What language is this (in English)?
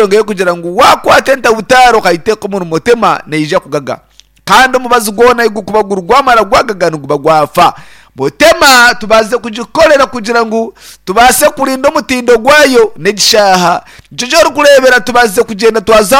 Nyankole